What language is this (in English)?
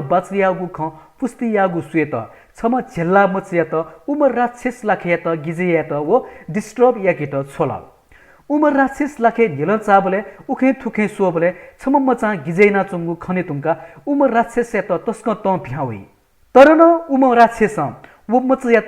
Newari